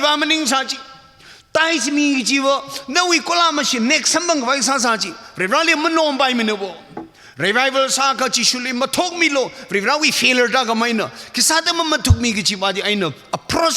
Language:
Tangkhul Naga (India)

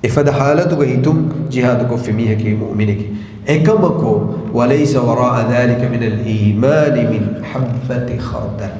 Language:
Divehi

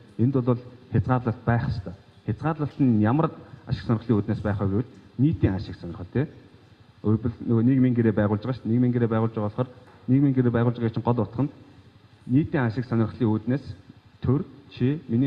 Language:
Mongolian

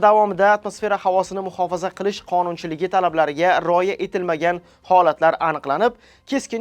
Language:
Uzbek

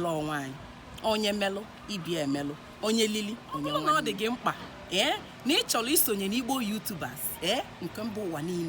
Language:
Igbo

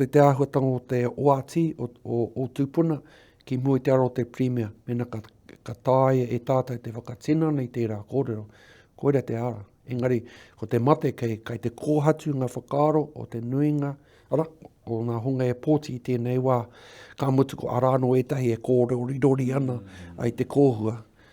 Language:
Māori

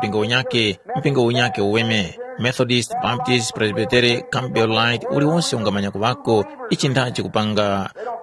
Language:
Tumbuka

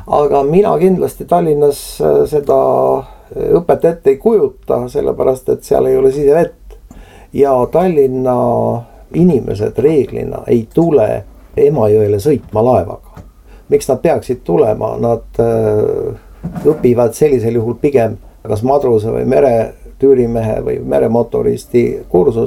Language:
Estonian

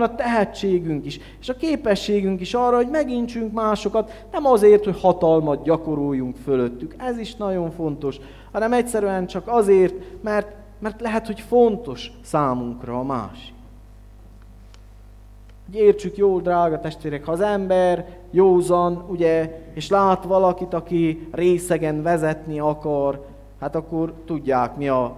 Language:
Hungarian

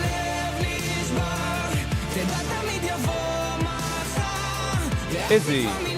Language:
Yiddish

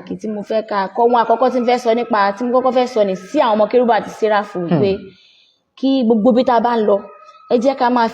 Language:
Yoruba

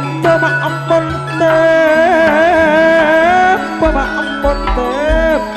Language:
Madurese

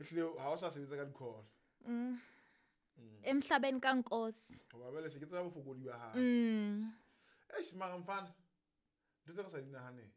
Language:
Southern Sotho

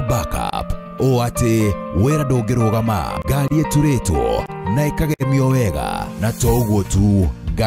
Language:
Kikuyu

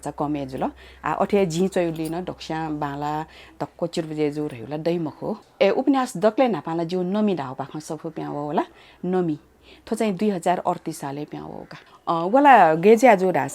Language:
Newari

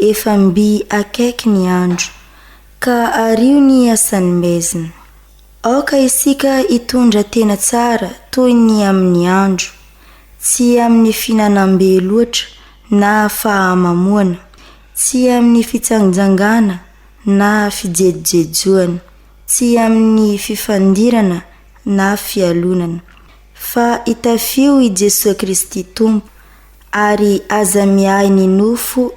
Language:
Malagasy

